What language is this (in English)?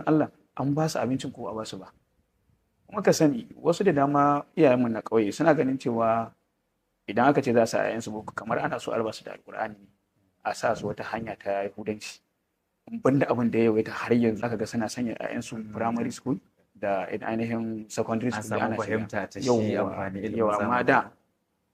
Hausa